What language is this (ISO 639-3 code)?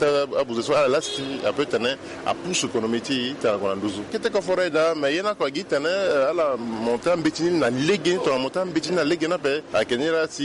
sag